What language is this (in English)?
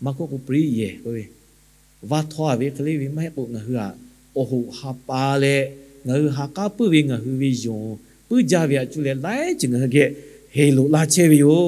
Lahu